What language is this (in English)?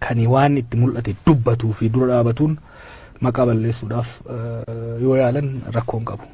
Oromo